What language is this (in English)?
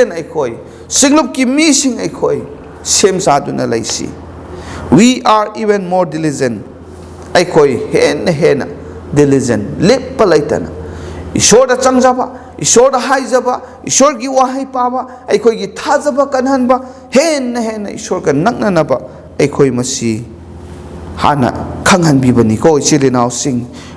Manipuri